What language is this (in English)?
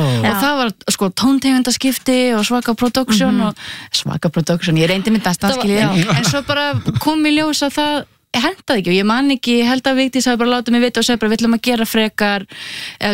Icelandic